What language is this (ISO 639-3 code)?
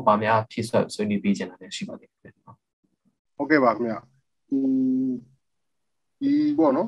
mya